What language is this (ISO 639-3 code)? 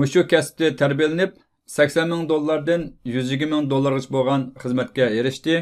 uig